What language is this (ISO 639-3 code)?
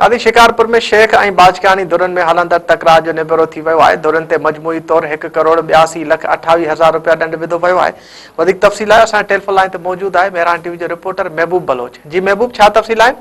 snd